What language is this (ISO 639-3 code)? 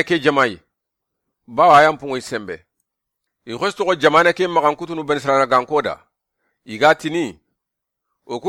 snk